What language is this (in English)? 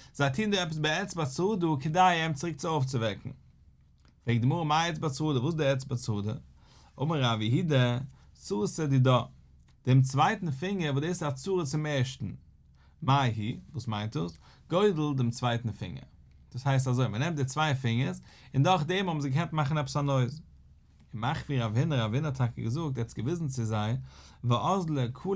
Yiddish